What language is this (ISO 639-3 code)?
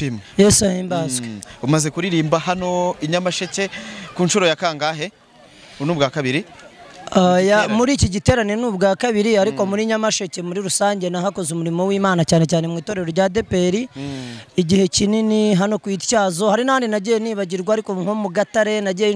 kin